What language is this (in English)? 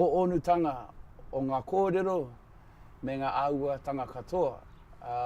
Māori